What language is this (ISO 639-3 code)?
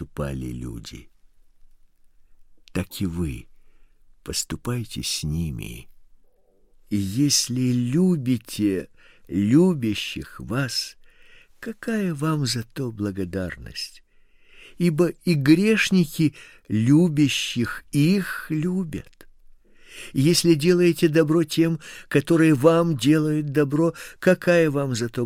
rus